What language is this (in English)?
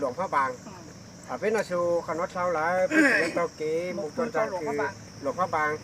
Hmong